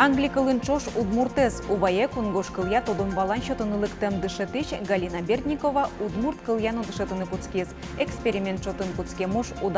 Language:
Udmurt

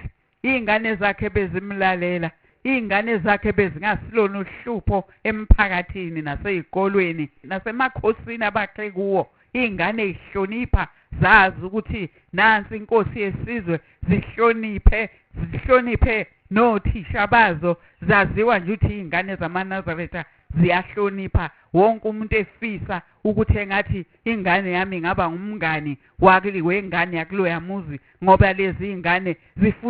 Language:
Zulu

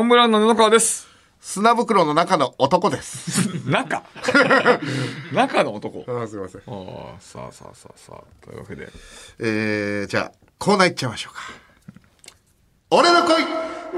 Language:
Japanese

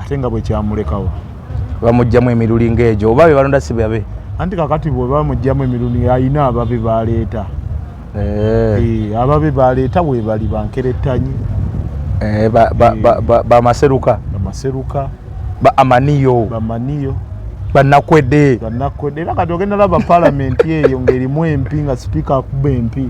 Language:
Ganda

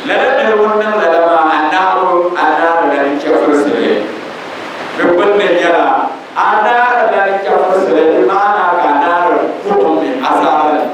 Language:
Dagbani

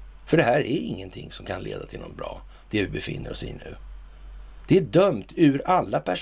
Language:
Swedish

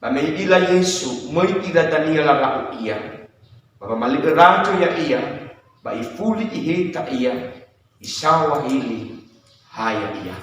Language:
Nias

